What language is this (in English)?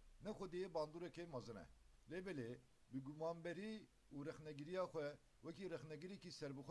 Kurdish